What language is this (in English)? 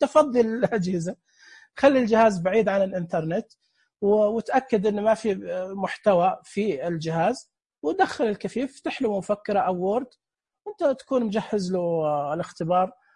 Najdi Arabic